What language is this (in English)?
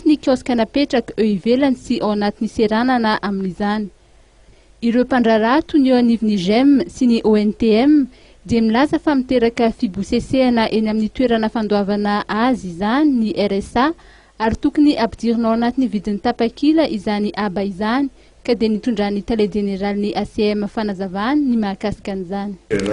Malagasy